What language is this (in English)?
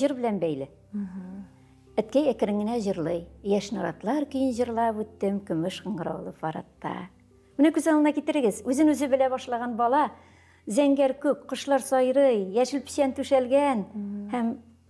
Tatar